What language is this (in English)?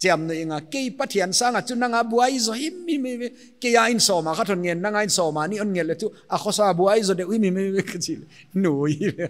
Paite Chin